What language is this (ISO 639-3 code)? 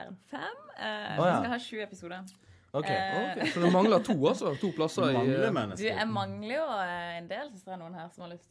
nor